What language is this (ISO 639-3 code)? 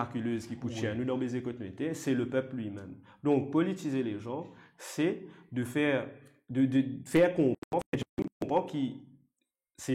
mfe